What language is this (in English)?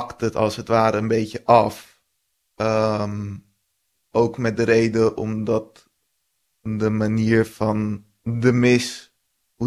Dutch